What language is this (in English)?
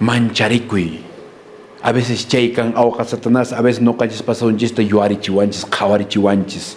Quechua